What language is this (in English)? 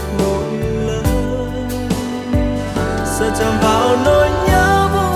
Vietnamese